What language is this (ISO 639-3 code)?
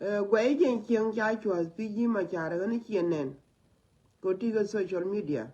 nus